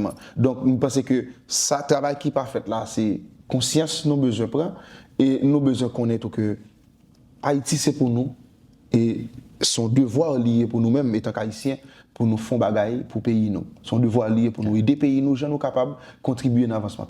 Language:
Haitian Creole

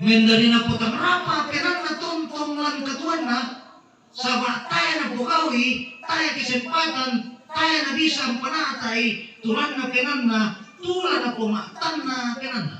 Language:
Toraja-Sa'dan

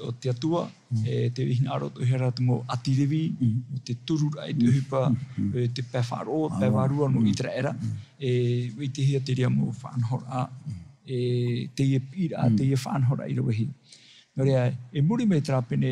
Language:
Tahitian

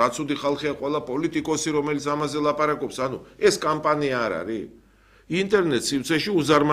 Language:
Georgian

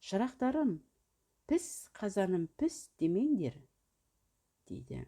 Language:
Kazakh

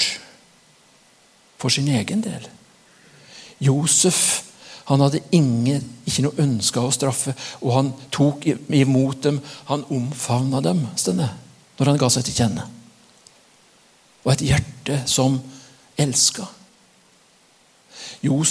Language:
Norwegian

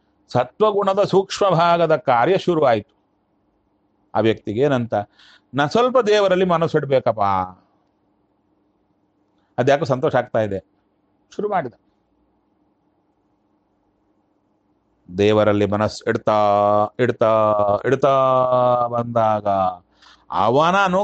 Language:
Kannada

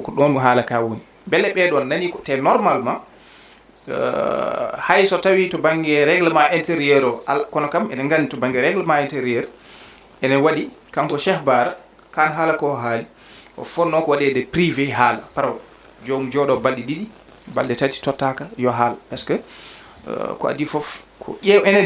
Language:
Fula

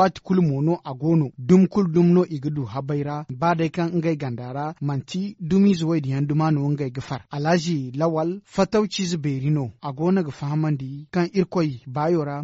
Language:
Zarma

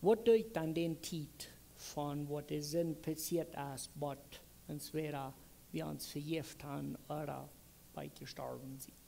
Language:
Plautdietsch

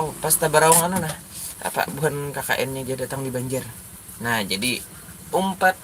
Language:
Banjar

